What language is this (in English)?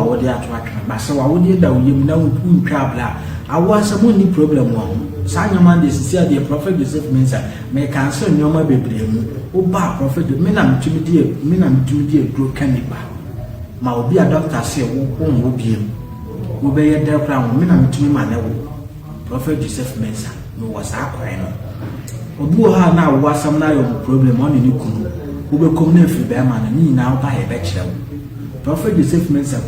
Akan